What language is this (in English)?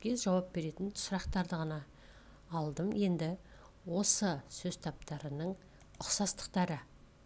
Kazakh